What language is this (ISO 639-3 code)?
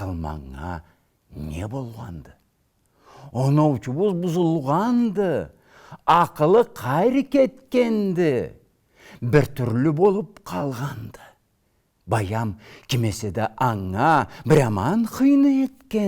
krc